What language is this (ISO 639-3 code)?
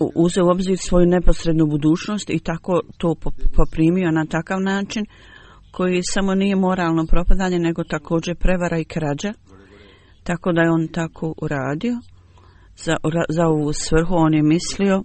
bos